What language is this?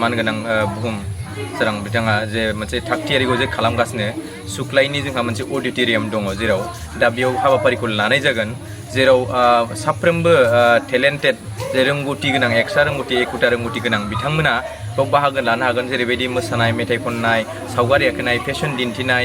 Bodo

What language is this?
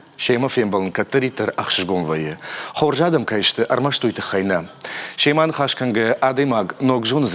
Ossetic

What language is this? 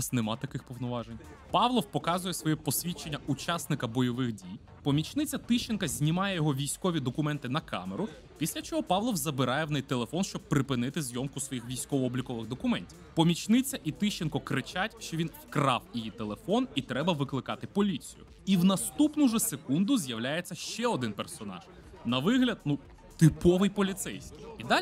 Ukrainian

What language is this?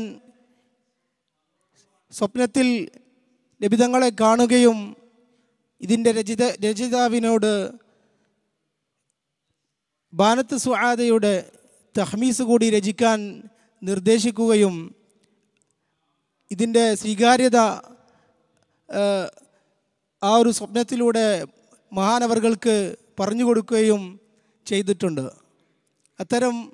Malayalam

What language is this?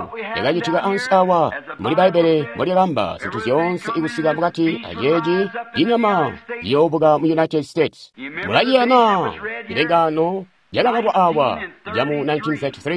Tonga (Zambia)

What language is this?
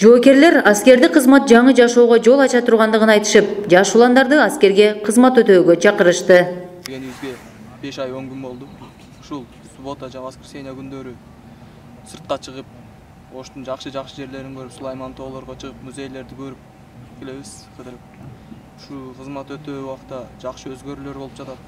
Kyrgyz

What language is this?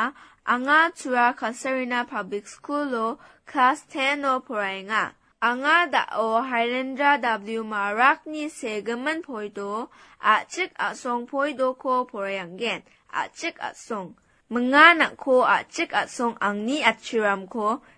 Garo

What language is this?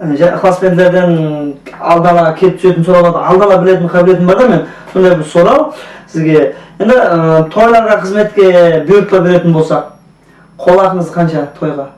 Kara-Kalpak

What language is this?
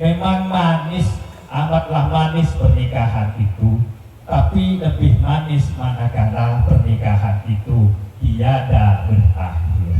Madurese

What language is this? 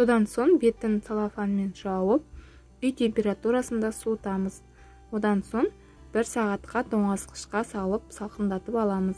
Kazakh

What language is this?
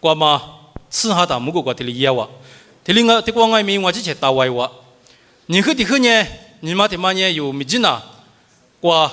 Lisu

